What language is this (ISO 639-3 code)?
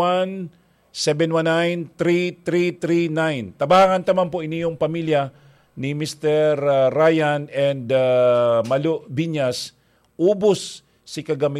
bik